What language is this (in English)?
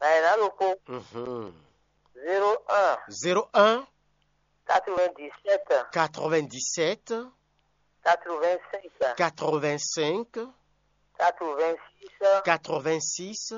Fon